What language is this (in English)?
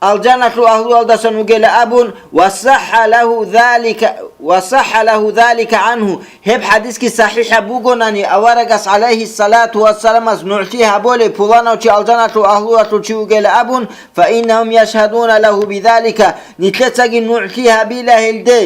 Avaric